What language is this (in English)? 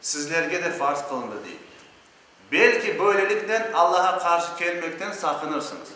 Crimean Tatar